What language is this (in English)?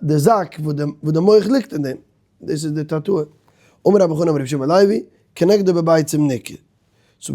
Yiddish